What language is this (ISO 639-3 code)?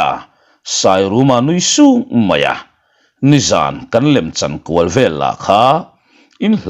lus